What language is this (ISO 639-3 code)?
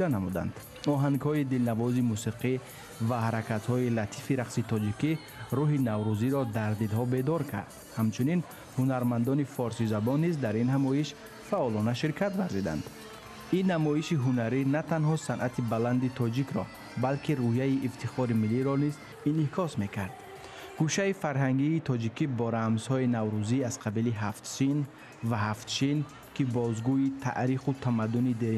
tgk